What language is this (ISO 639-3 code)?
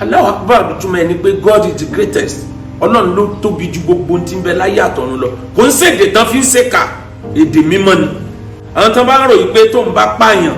yor